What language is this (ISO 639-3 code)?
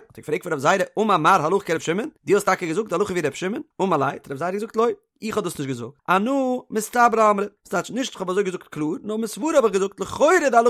yid